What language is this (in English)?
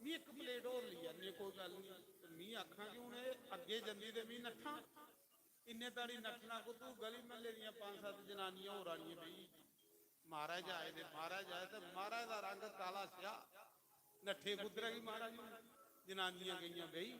Dogri